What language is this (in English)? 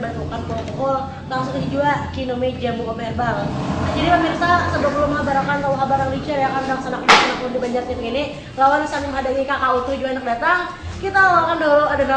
Banjar